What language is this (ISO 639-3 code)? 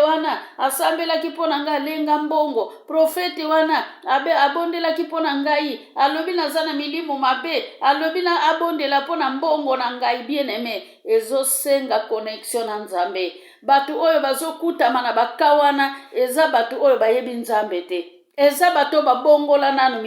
lin